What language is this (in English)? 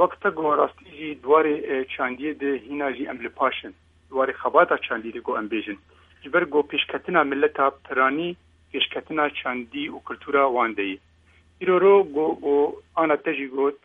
Kurdish